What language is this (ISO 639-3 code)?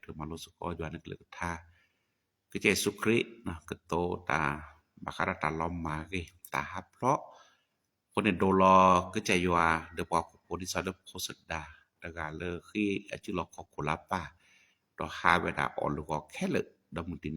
ksw